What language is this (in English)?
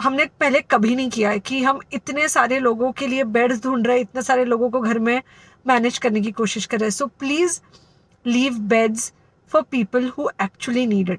Konkani